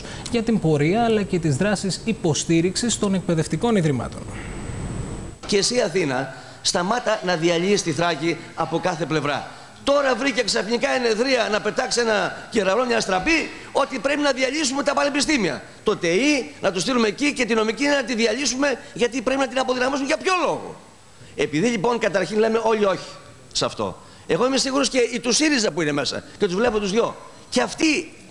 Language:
Greek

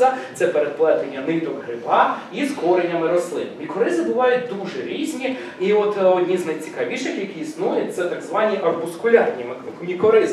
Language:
Ukrainian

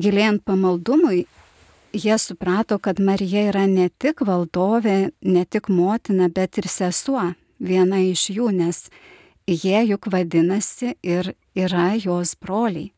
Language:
Lithuanian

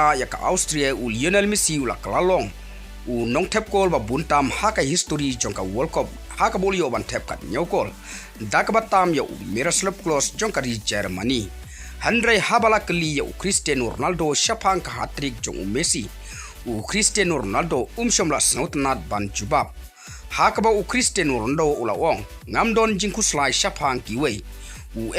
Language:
Khasi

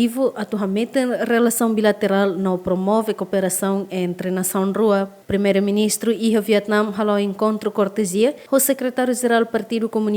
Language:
Tetum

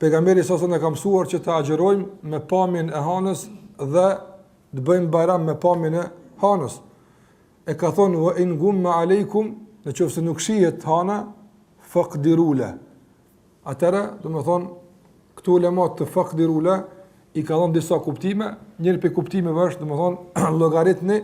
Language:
Albanian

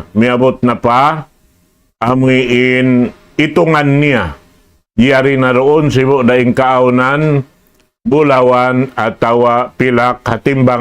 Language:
Tausug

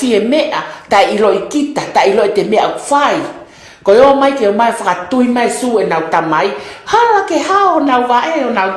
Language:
Tongan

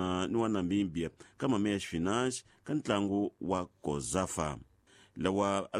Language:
Tsonga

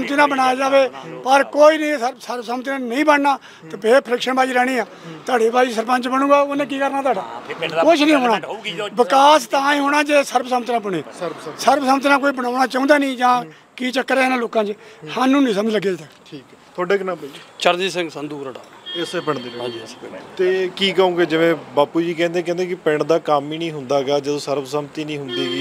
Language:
Punjabi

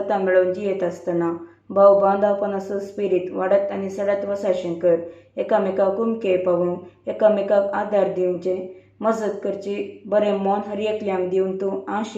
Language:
Konkani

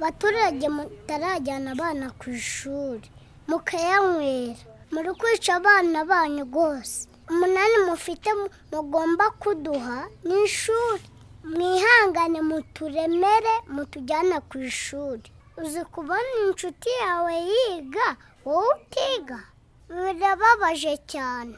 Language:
Kinyarwanda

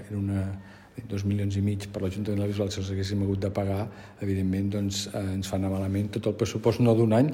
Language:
Catalan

